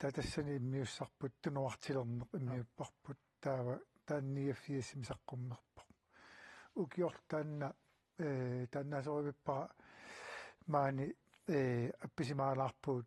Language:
Kalaallisut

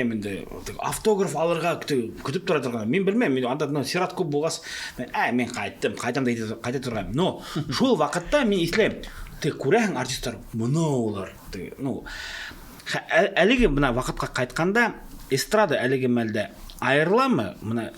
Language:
Bashkir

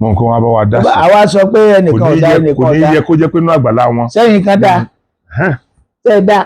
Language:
Yoruba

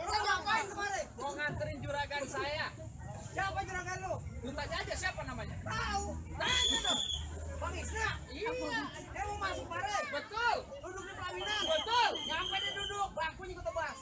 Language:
Betawi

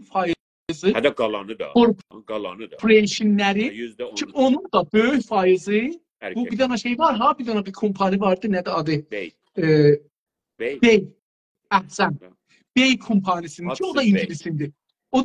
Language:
South Azerbaijani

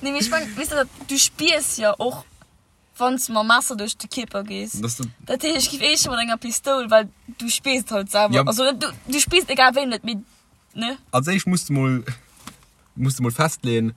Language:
Luxembourgish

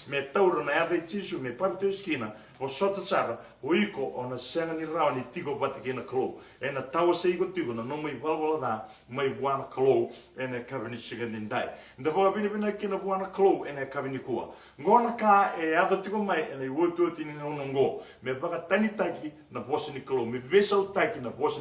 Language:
Fijian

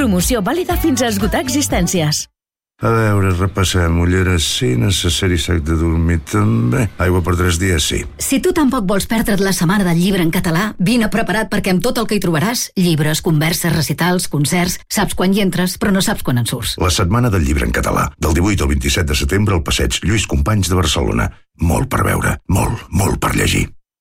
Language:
Catalan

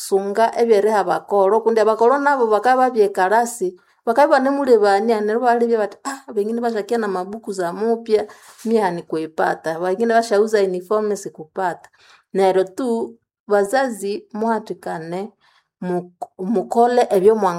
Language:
Nande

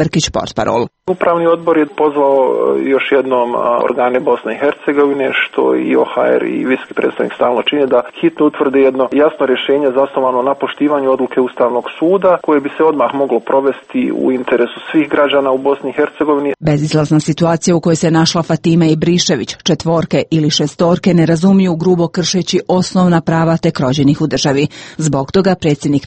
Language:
Serbian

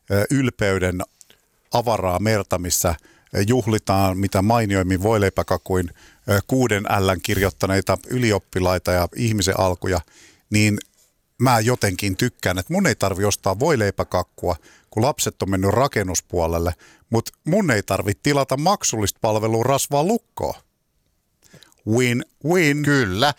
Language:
Finnish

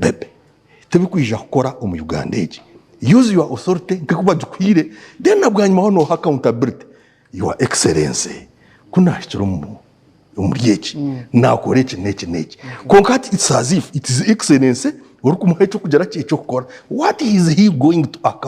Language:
Nyankole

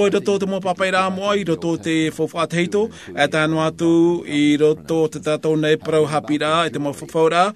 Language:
Tahitian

